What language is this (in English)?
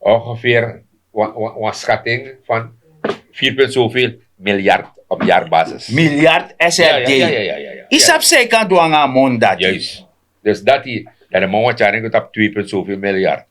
Sranan Tongo